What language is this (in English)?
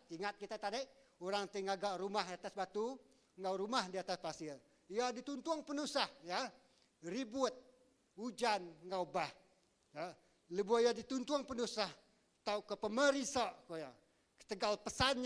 Iban